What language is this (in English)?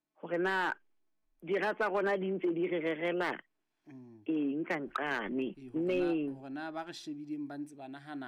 Southern Sotho